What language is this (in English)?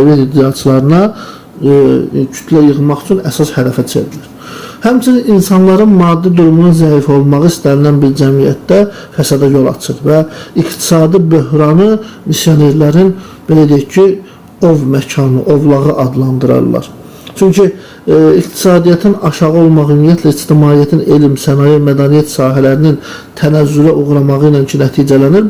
Azerbaijani